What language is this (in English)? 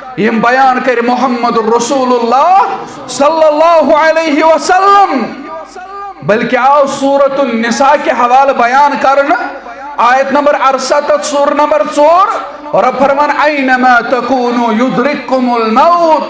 Kashmiri